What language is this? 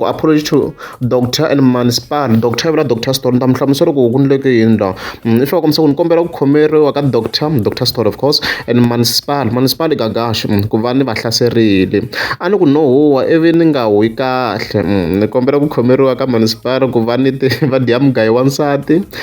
Tsonga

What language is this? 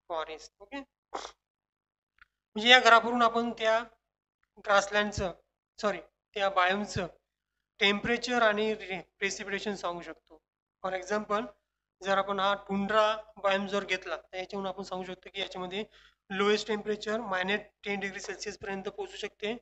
Marathi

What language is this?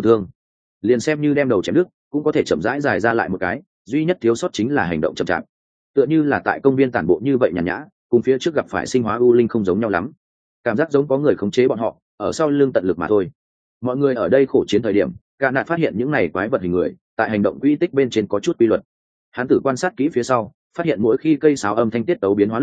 Vietnamese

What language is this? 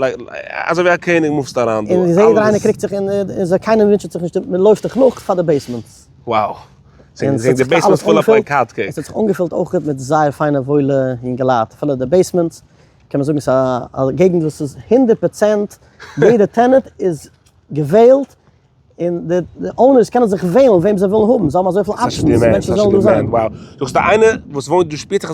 Yiddish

